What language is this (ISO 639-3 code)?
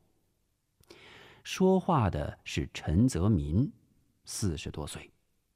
zho